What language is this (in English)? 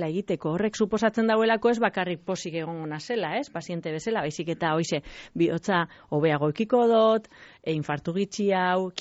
Basque